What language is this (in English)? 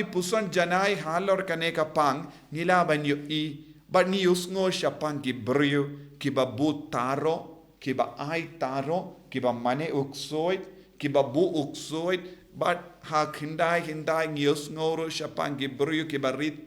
Khasi